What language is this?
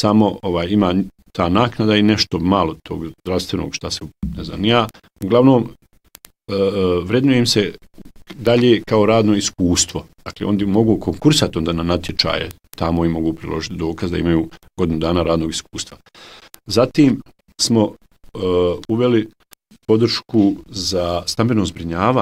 Bosnian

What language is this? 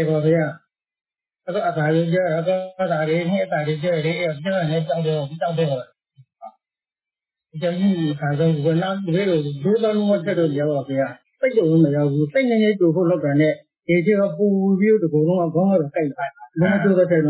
Burmese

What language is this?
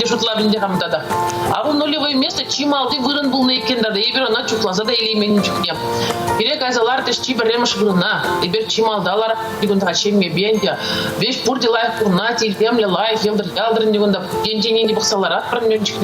Chuvash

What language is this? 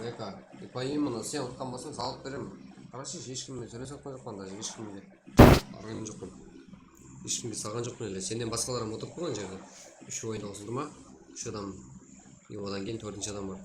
Kara-Kalpak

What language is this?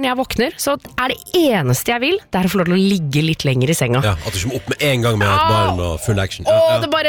Norwegian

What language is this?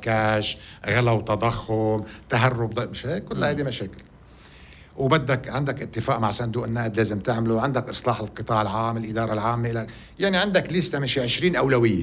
North Levantine Arabic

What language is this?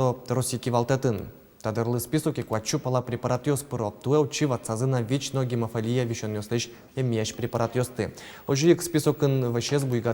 Udmurt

